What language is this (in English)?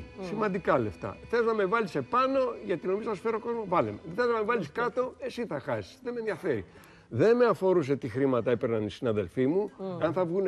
Greek